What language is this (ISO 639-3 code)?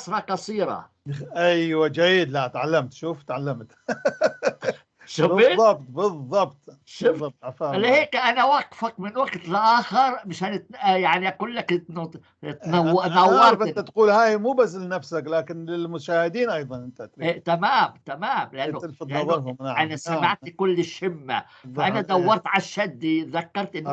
apc